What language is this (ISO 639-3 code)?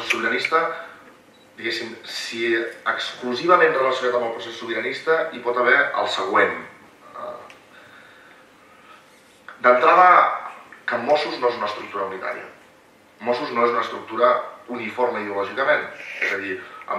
cat